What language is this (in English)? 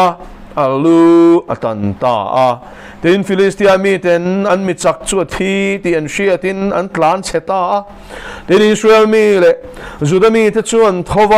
Mizo